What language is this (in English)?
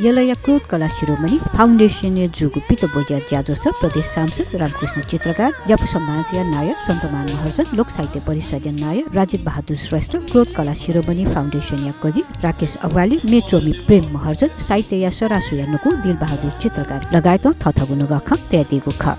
Newari